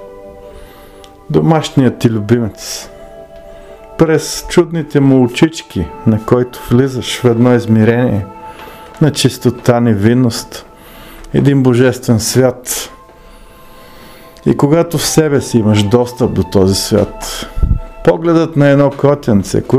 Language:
Bulgarian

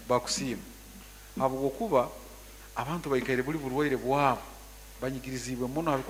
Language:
Nyoro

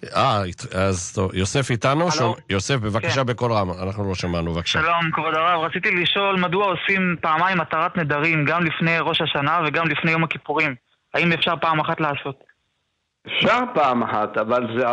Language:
Hebrew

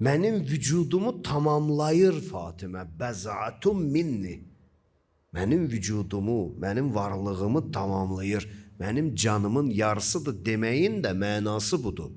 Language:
Azerbaijani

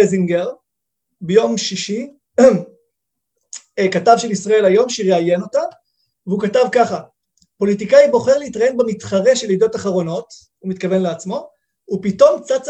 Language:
Hebrew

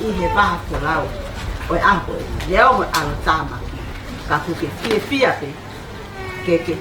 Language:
Tongan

